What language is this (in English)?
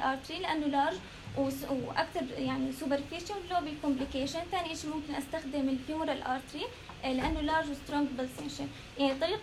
North Levantine Arabic